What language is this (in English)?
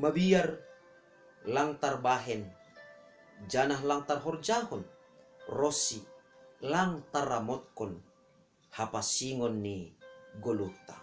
Batak Simalungun